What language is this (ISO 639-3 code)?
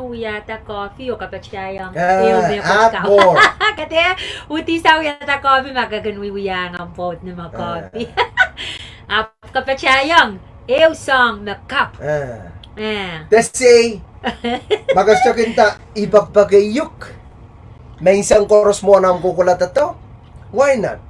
pon